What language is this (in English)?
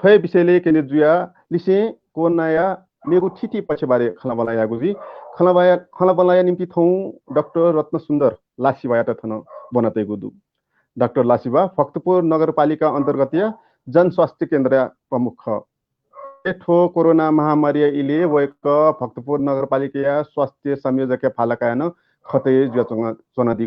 Newari